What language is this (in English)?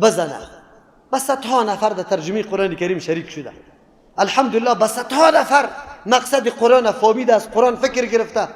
Persian